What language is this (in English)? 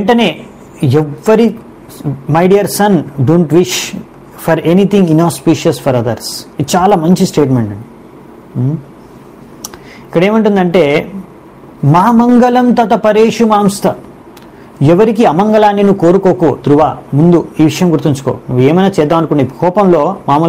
Telugu